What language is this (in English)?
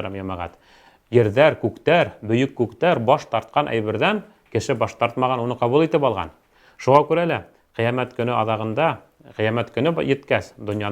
Bashkir